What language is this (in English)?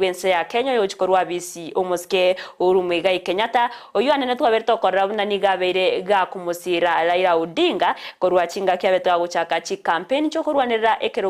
Gusii